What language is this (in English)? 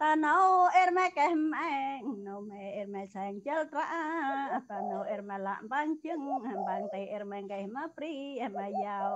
Central Mnong